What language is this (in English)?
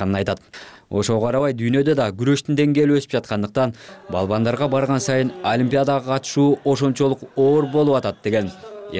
Kyrgyz